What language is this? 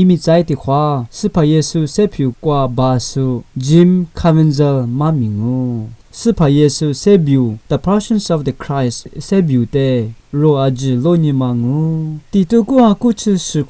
Lisu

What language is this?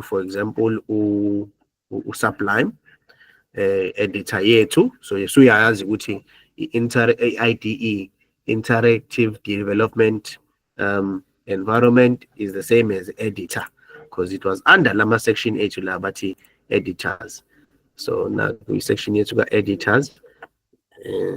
Zulu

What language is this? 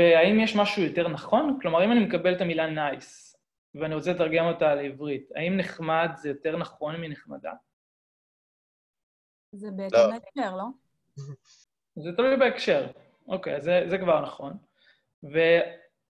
Hebrew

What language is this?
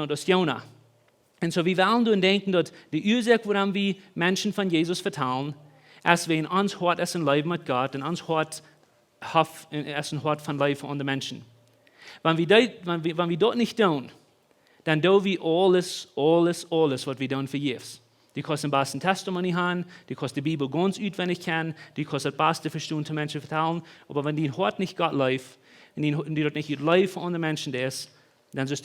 Plautdietsch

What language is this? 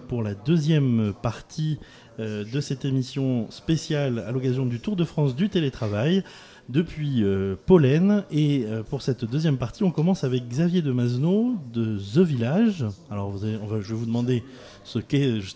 French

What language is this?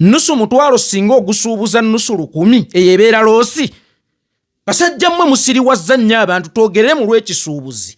Ganda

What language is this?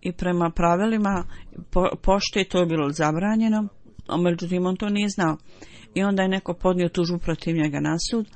Bosnian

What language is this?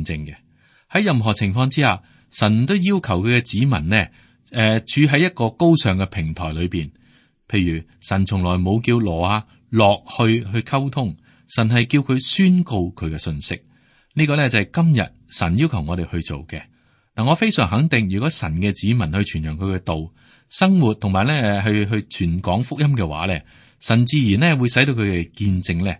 Cantonese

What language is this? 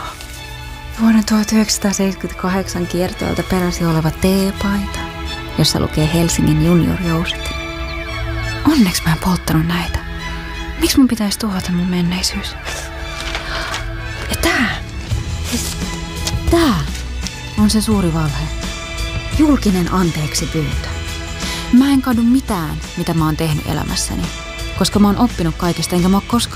Finnish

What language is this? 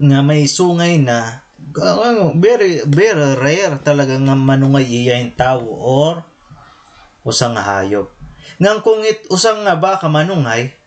Waray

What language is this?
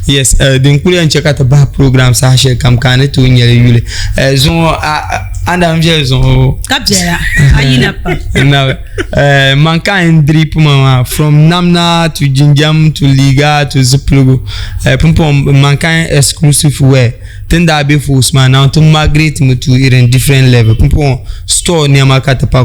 Dagbani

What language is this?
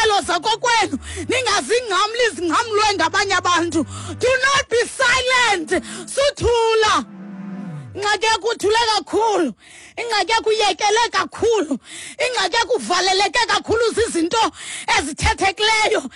Xhosa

